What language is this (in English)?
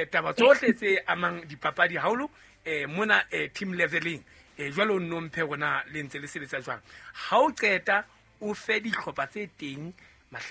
Southern Sotho